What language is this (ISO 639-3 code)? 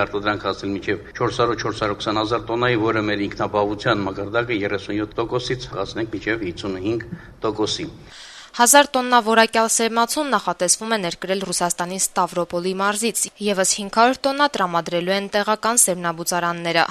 hye